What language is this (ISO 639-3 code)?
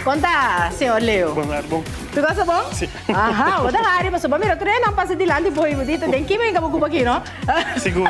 pap